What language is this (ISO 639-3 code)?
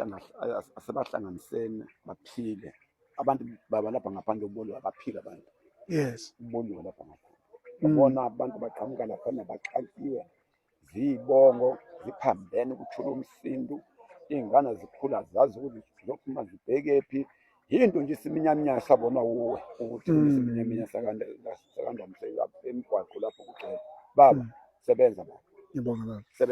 zul